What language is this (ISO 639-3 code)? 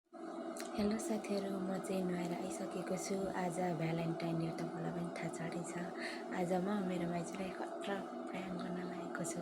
nep